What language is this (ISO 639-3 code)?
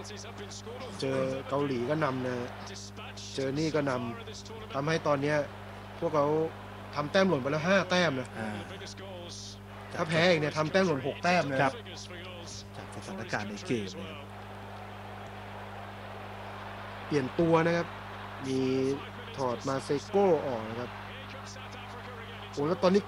tha